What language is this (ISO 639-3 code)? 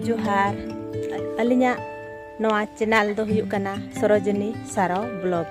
sat